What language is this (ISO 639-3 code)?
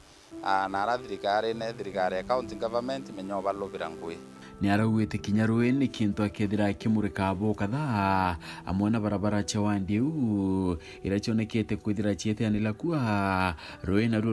mer